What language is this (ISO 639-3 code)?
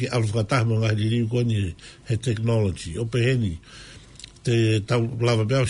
ton